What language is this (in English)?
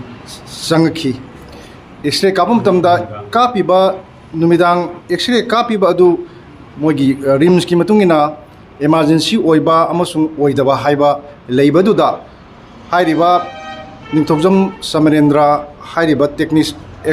Manipuri